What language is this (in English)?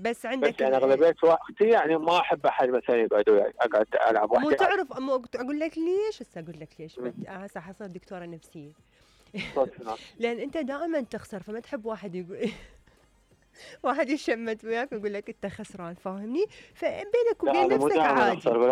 Mesopotamian Arabic